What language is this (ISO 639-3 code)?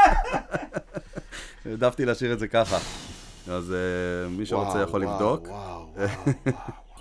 heb